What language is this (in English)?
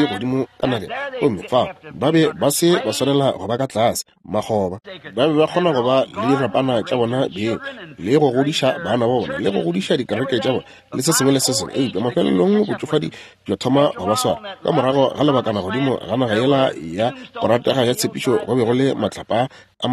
Northern Sotho